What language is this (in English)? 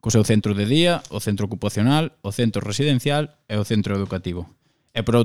Galician